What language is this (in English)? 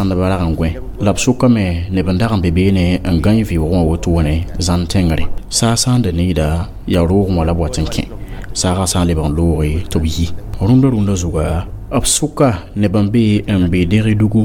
Mossi